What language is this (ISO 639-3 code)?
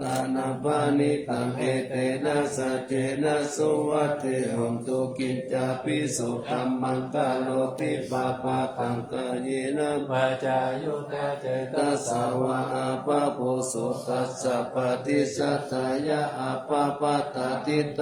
pli